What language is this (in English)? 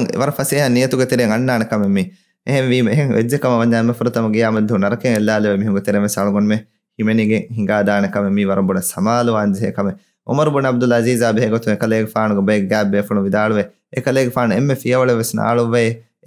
Divehi